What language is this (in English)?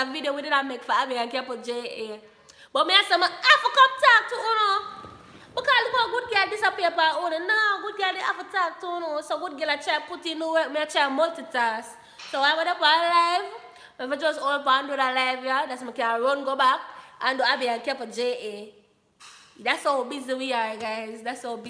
Jamaican Creole English